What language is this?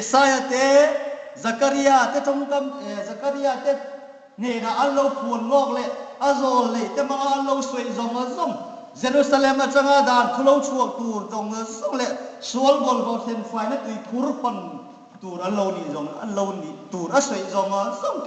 Hmar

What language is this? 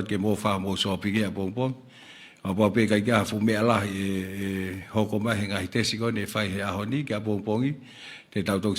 Tongan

